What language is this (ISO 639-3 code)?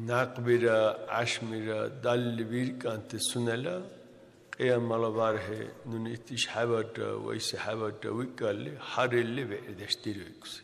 dar